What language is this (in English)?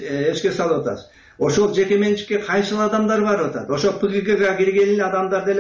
Kyrgyz